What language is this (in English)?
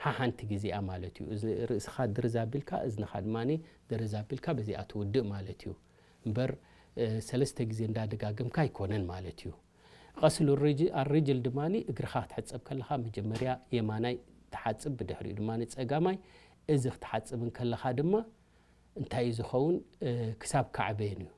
Tigrinya